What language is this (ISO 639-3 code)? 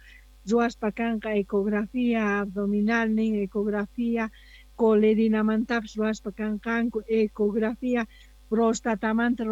que